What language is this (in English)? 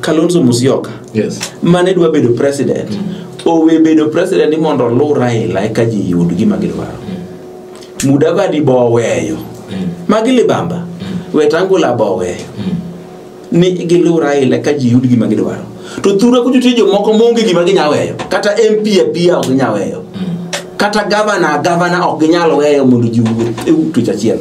Luo (Kenya and Tanzania)